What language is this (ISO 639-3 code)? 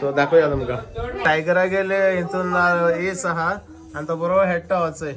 kok